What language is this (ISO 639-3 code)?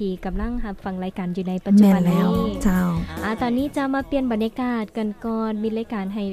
lao